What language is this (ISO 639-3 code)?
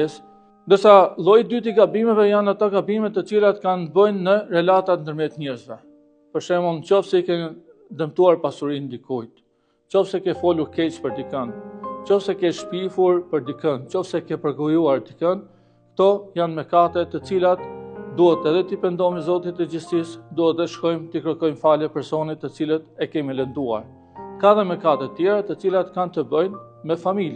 sqi